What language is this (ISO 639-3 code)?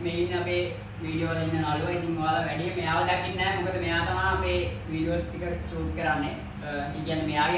sin